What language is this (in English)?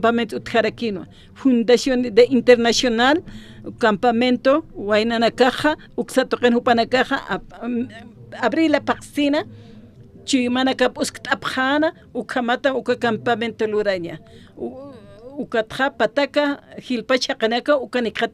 Aymara